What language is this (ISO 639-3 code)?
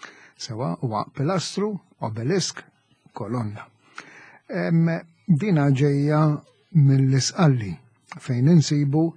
mlt